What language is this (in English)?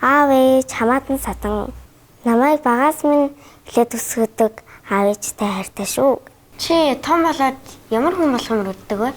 Mongolian